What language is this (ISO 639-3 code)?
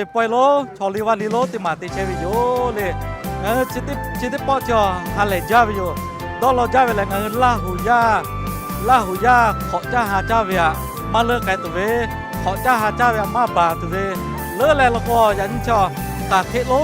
lhu